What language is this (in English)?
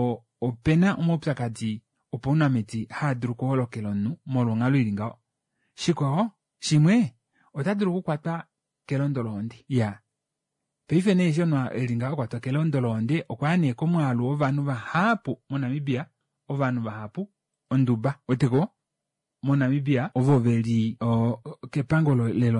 Kuanyama